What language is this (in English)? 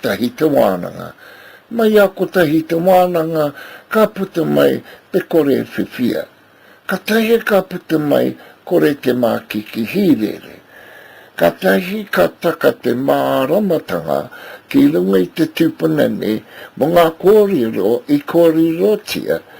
Māori